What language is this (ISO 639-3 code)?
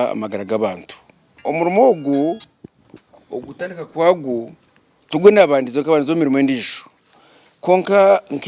nyn